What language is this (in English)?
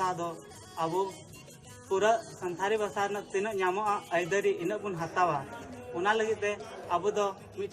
Santali